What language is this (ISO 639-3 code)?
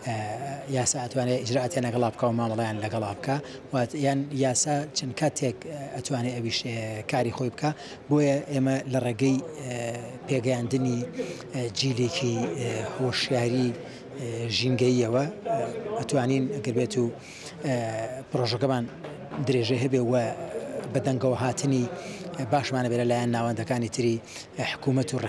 ckb